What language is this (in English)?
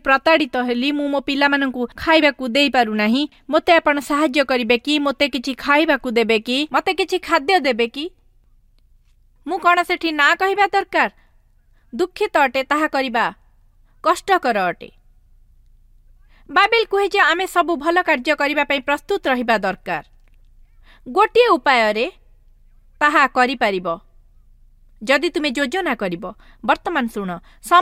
Odia